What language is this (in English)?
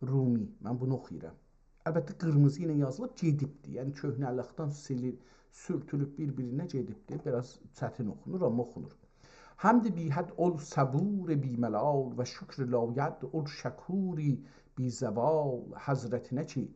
South Azerbaijani